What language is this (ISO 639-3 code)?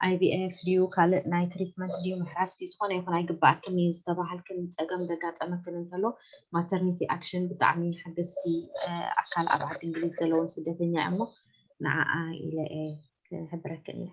tir